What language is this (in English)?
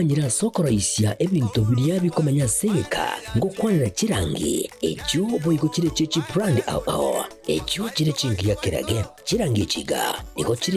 Gusii